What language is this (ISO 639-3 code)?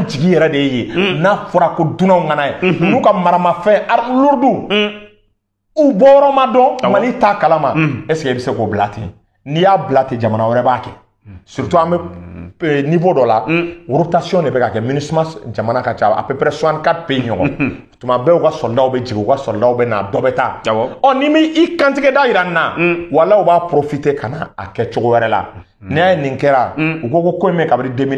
bam